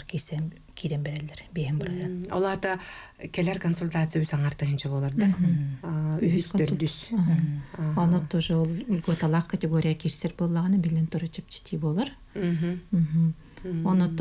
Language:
Yakut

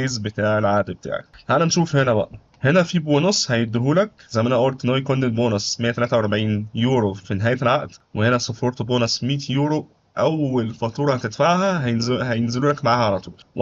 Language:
Egyptian Arabic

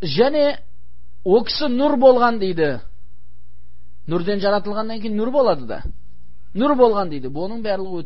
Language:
Kazakh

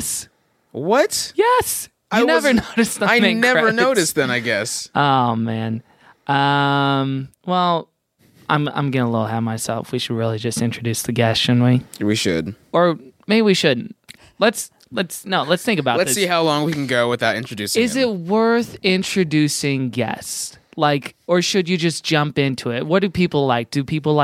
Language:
English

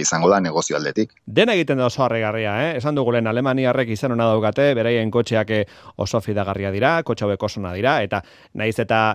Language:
Basque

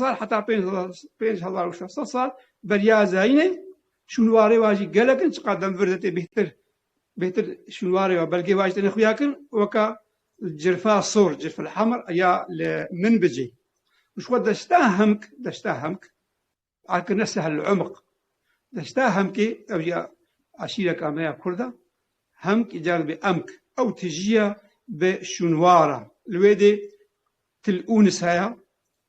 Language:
Kurdish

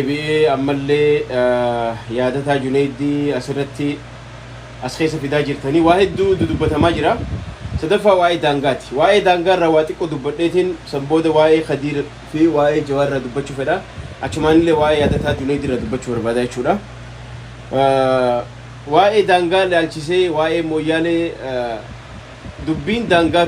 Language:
Oromo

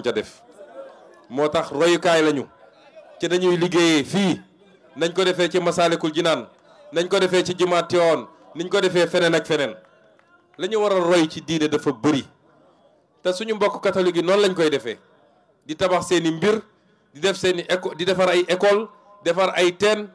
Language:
Wolof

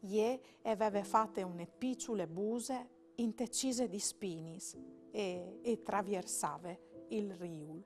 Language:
Friulian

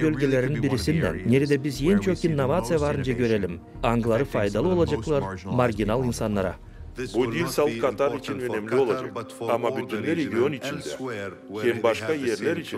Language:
Gagauz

